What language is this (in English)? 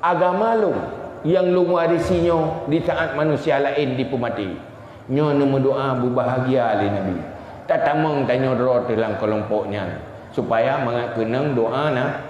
Achinese